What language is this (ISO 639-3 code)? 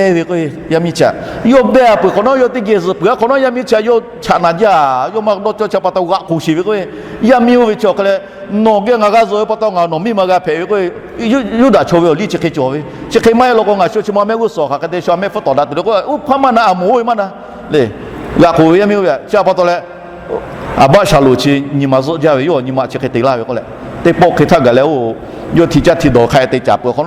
lhu